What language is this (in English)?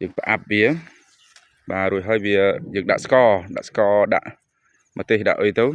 Khmer